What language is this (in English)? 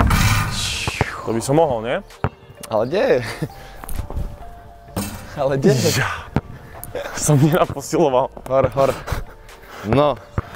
Slovak